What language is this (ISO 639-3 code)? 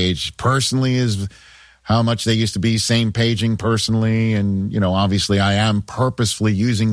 eng